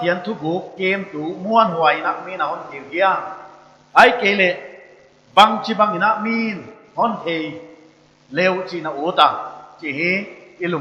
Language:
Paite Chin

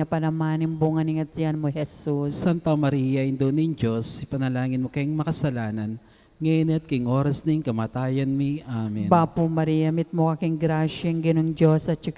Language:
Pampanga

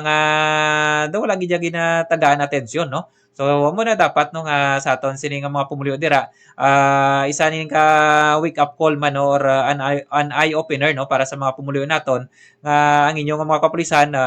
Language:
Hiligaynon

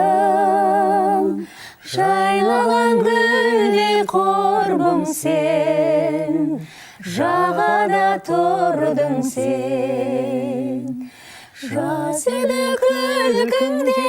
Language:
Kazakh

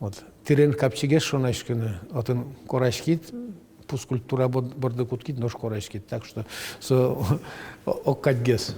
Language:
Udmurt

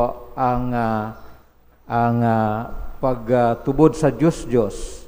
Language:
Bikol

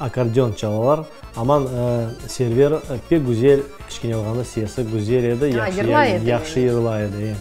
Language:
Crimean Tatar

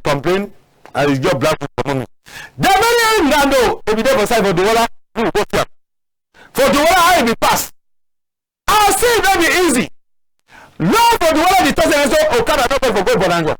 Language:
Cameroon Pidgin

